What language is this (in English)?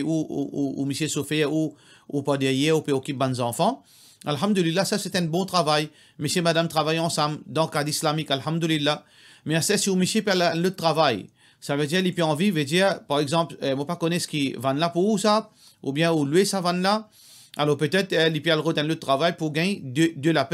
Morisyen